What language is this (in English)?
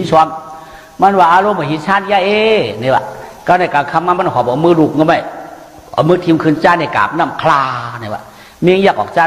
Shan